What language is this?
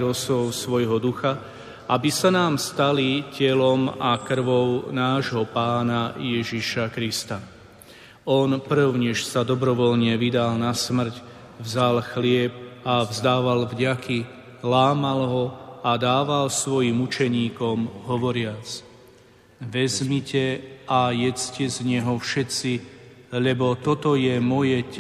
Slovak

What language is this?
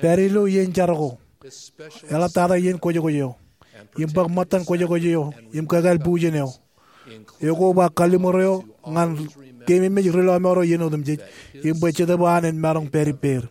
Marshallese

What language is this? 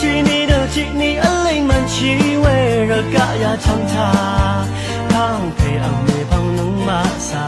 Rawang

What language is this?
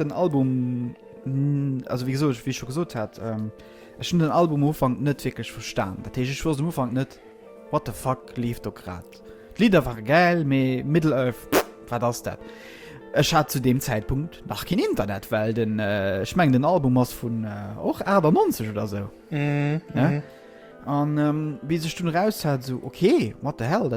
Luxembourgish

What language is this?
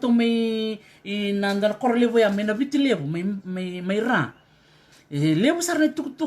Fijian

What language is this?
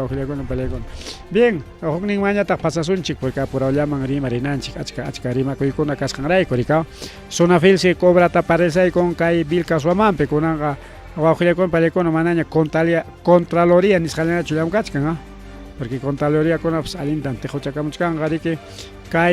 Ayacucho Quechua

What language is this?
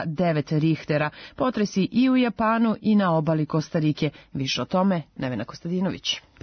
Serbian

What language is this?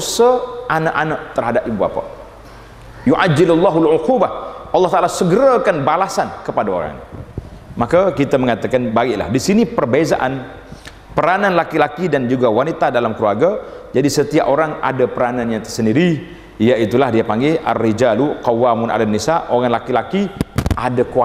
Malay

